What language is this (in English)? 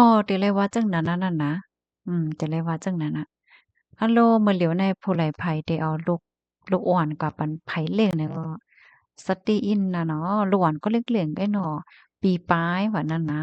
Shan